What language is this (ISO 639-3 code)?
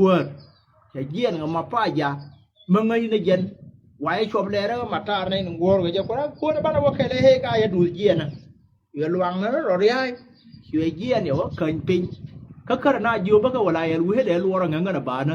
nus